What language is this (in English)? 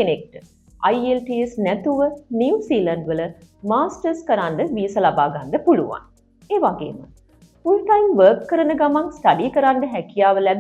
Sinhala